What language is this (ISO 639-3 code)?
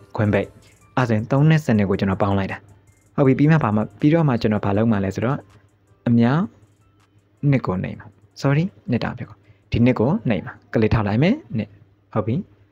mya